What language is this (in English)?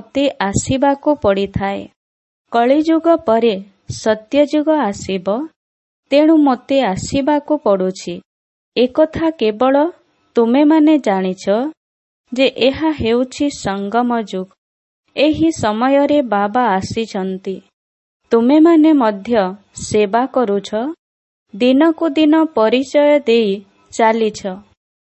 Odia